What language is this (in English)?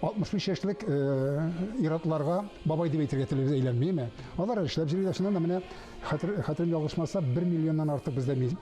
Tatar